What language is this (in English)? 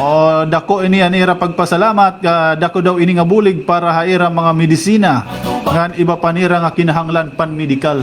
Waray